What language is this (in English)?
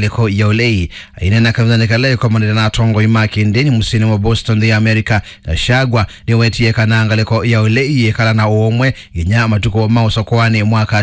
Kamba